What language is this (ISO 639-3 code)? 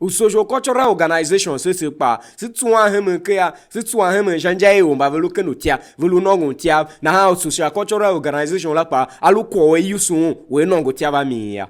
tiv